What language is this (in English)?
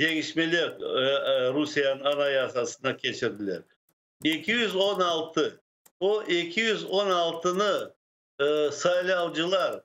Crimean Tatar